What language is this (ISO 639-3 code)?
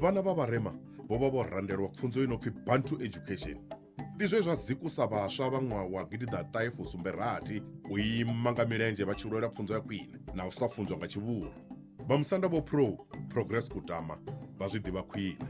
ven